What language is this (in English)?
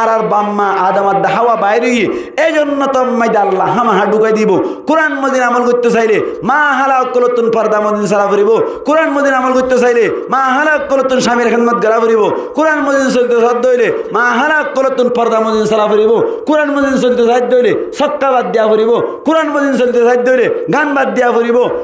Rohingya